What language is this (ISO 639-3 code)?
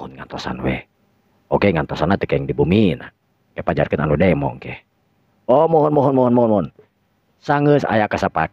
sun